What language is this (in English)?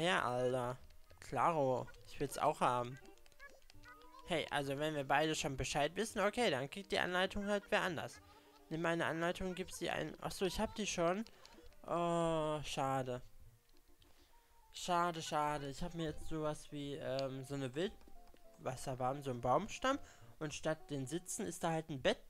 German